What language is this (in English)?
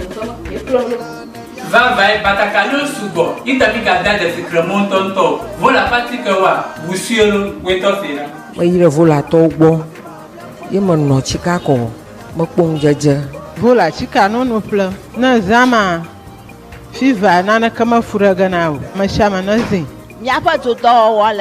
Ewe